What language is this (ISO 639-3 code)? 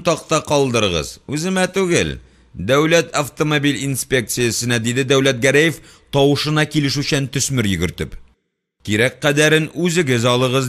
tat